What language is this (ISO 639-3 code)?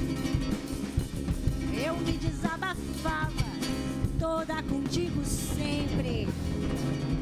por